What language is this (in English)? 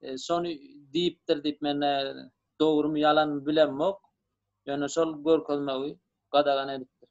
Turkmen